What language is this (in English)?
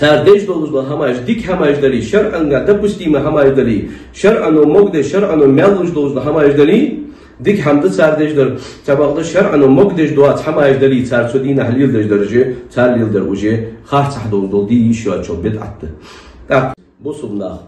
Ingush